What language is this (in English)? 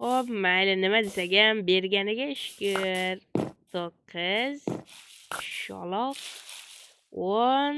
Uzbek